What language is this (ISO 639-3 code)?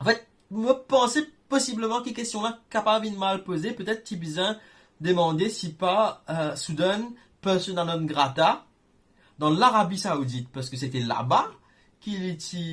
mfe